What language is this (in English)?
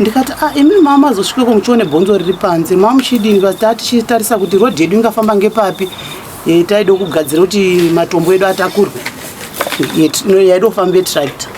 Shona